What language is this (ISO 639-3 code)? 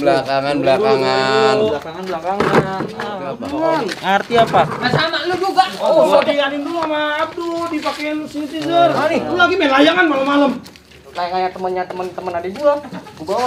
bew